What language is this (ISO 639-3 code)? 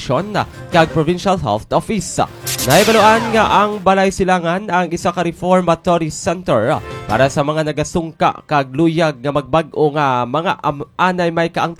hil